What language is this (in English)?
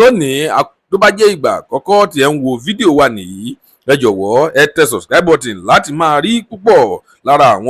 Yoruba